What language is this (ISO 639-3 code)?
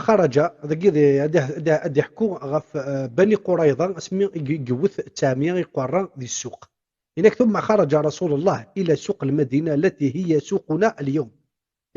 kab